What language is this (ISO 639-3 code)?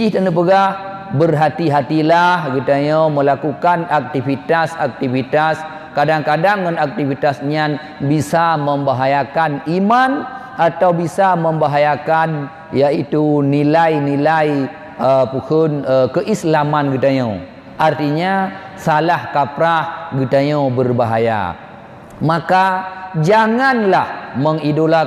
ace